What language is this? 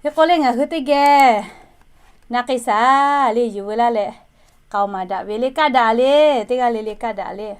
Lahu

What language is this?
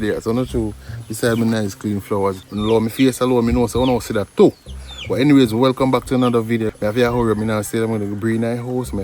Jamaican Creole English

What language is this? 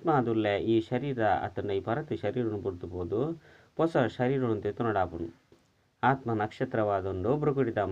Tulu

